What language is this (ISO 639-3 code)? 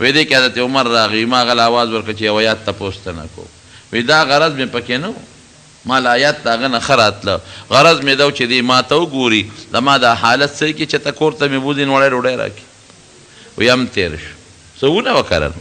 pus